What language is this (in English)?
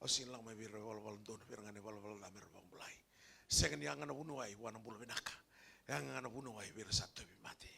Fijian